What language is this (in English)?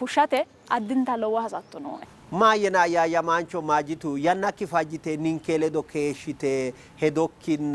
Sidamo